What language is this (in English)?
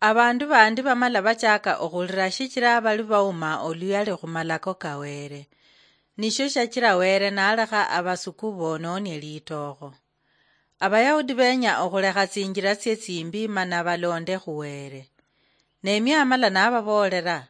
Luyia